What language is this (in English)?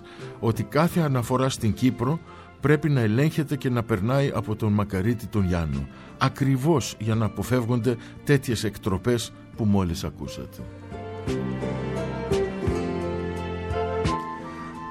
Greek